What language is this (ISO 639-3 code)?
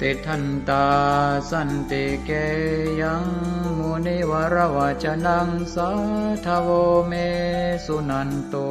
pli